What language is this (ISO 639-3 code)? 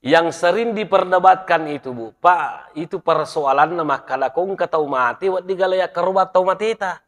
bug